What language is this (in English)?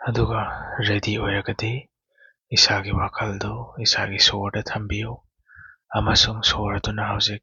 Manipuri